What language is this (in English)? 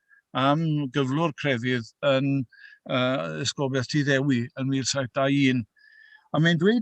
Welsh